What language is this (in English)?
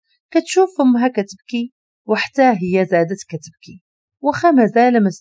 Moroccan Arabic